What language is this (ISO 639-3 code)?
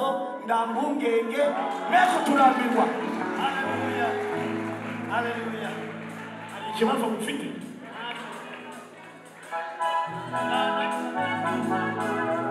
kin